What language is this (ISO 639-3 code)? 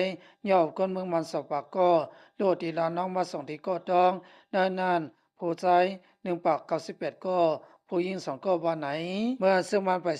lao